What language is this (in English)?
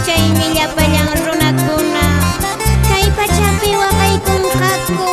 Quechua